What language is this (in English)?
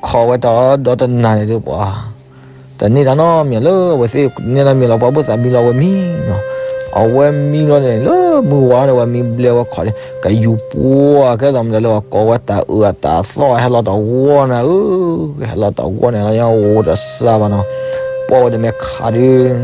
S'gaw Karen